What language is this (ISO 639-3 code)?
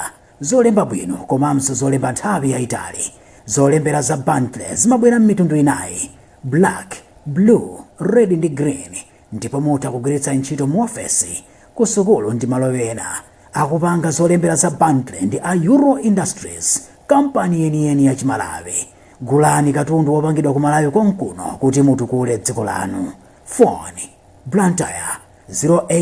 nya